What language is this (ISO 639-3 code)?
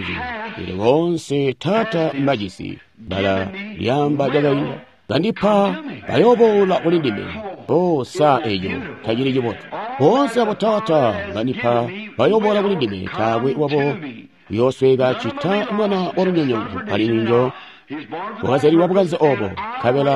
toi